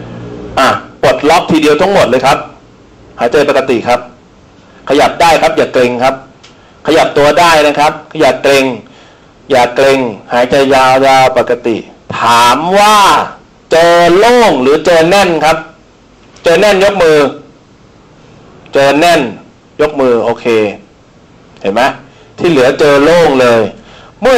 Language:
Thai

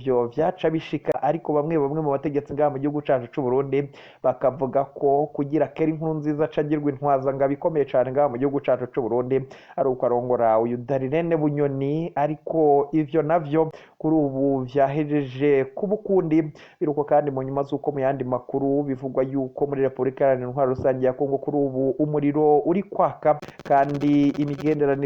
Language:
Rundi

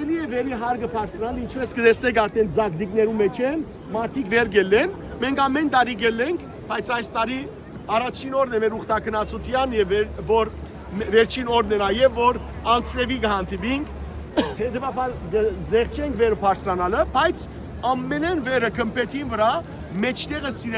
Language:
Western Armenian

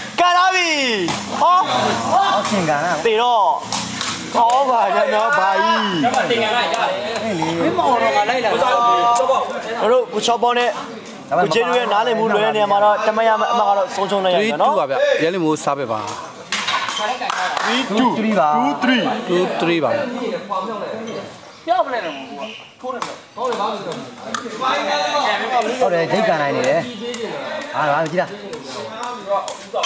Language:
Burmese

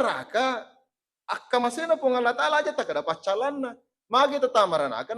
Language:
Buginese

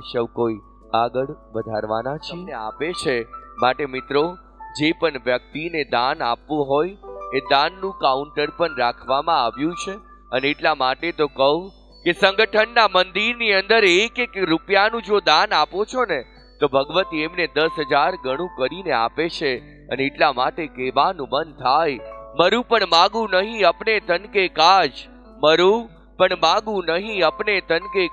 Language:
Gujarati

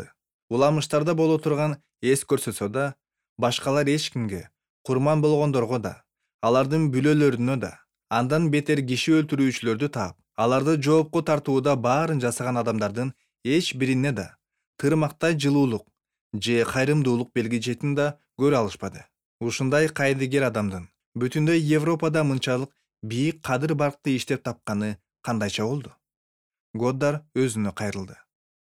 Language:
Kyrgyz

